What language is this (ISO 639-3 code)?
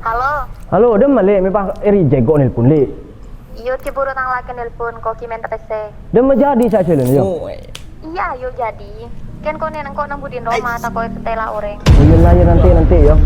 mad